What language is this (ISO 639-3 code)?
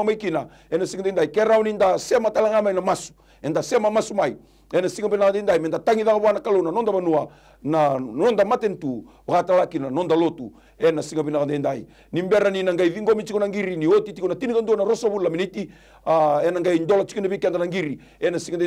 fij